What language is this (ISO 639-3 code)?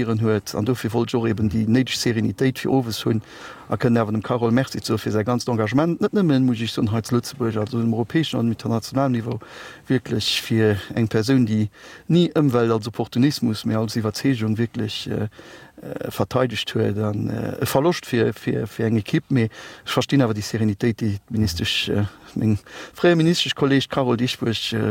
ltz